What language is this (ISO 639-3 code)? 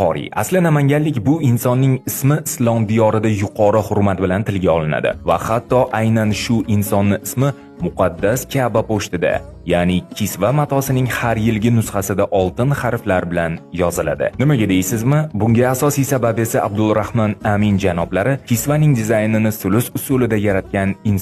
uzb